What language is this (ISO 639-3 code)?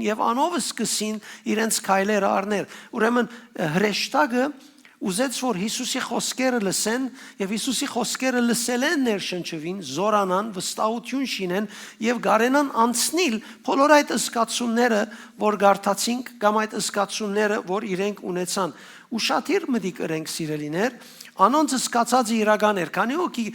hyw